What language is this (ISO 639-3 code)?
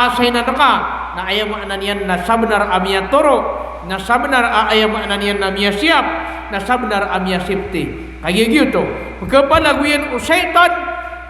mrw